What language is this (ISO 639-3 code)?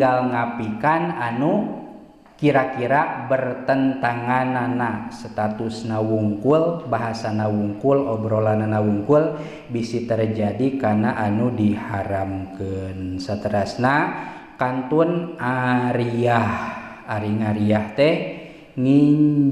sun